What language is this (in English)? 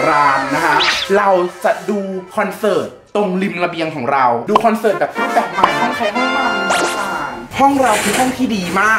Thai